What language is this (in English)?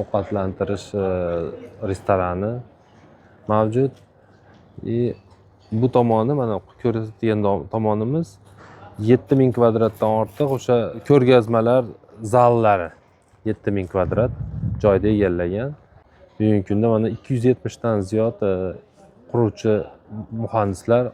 Uzbek